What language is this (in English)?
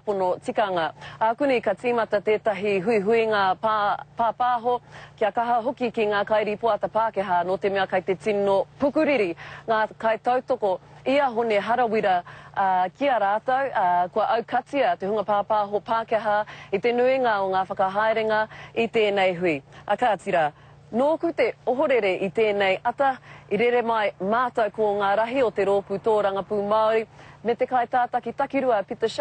Māori